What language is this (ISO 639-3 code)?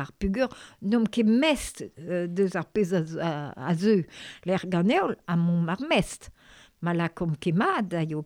bre